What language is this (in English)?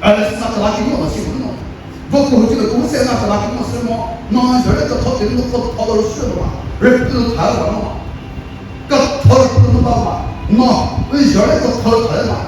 Chokri Naga